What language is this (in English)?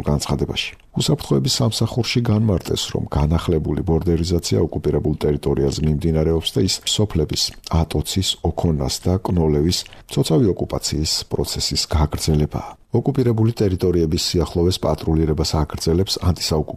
Georgian